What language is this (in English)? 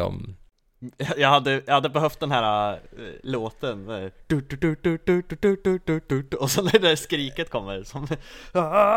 Swedish